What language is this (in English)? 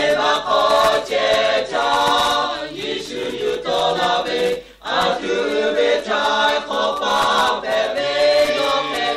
Lahu